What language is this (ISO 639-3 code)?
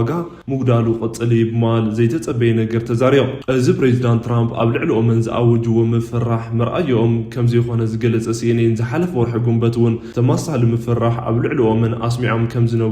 tir